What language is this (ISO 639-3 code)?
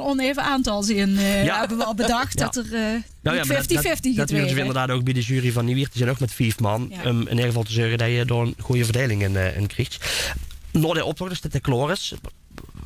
lim